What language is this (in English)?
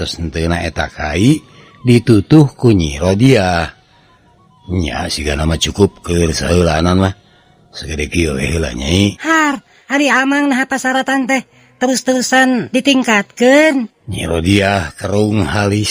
Sundanese